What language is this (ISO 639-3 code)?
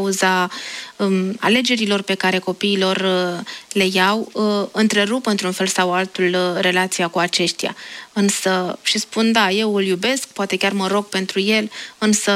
ron